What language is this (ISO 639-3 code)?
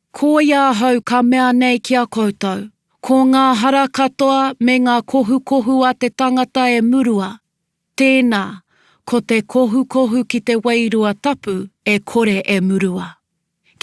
mri